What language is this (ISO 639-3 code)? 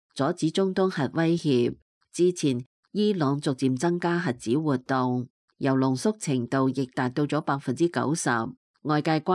yue